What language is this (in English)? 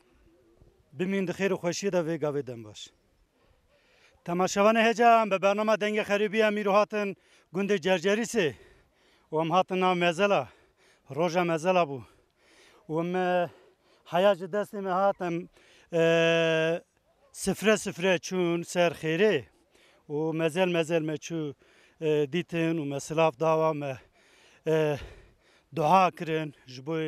Kurdish